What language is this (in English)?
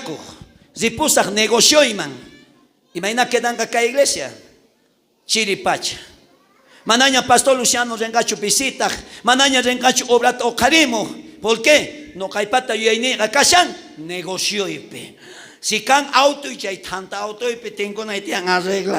South Bolivian Quechua